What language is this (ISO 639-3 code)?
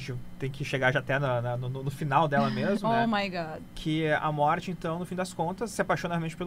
por